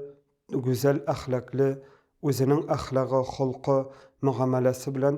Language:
Tatar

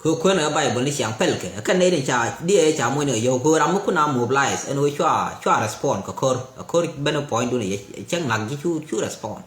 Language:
Nuer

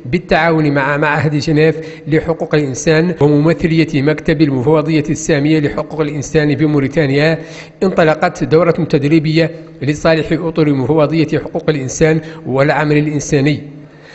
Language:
Arabic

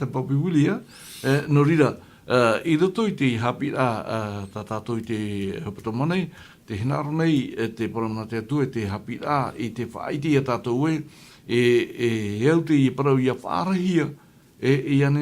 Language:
Tahitian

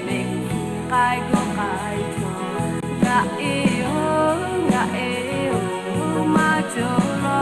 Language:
Lahu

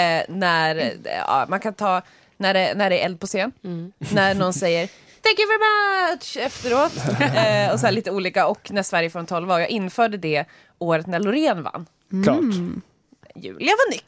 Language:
Swedish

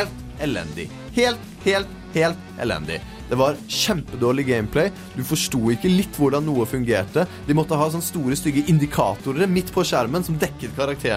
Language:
Norwegian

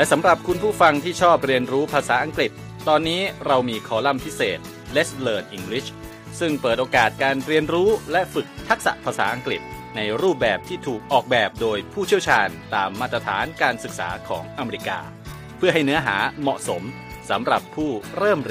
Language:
Thai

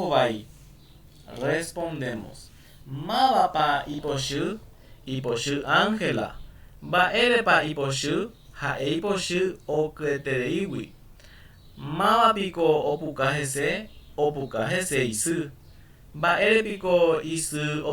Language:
Guarani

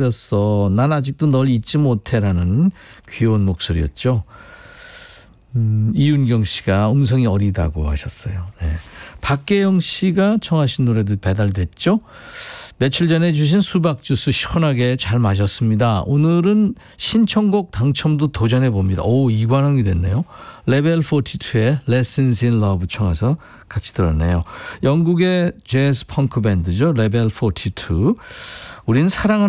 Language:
Korean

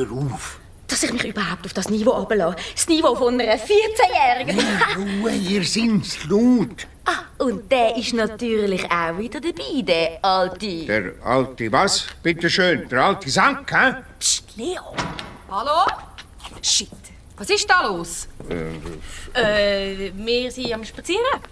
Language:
Swiss German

